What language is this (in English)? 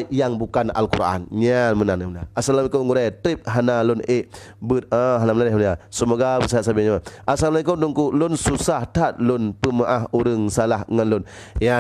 Achinese